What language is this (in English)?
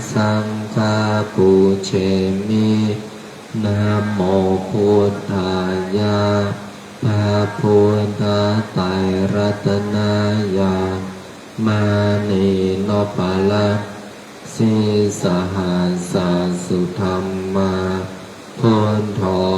Pali